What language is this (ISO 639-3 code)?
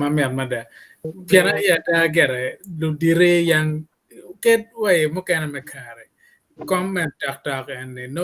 ach